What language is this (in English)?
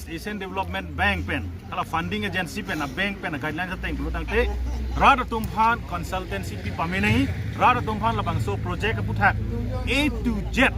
Karbi